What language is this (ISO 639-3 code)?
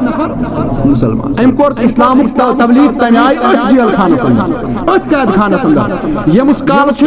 kas